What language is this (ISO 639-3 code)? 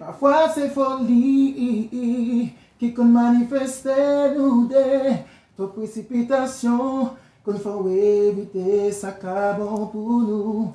hat